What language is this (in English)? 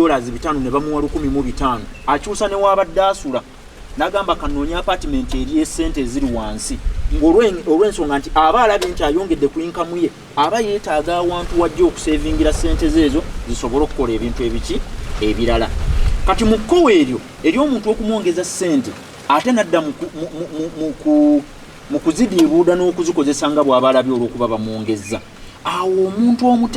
Ganda